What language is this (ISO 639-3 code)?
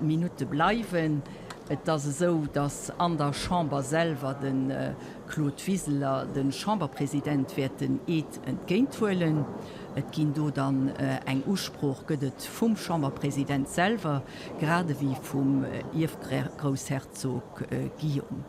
ltz